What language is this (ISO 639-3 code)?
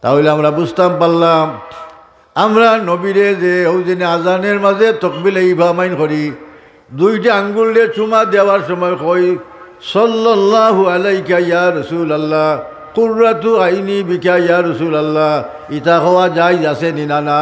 syl